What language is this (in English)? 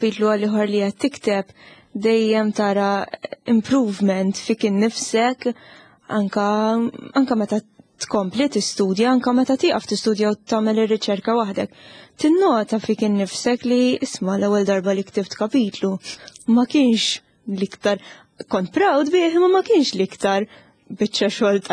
Maltese